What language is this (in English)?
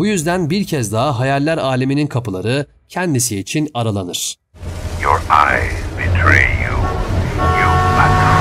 Turkish